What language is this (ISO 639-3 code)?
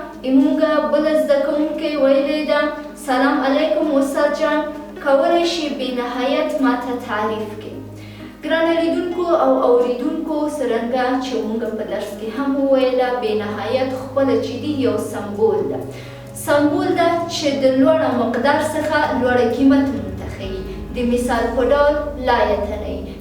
pus